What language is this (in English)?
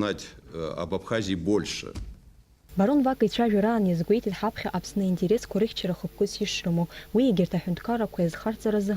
Abkhazian